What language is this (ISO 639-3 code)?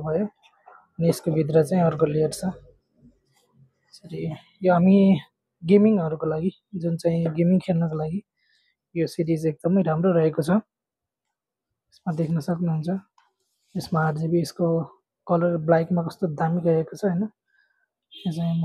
nep